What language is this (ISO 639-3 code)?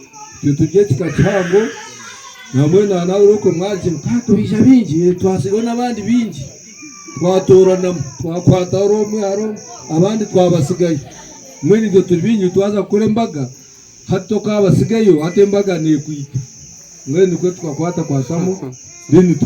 nyn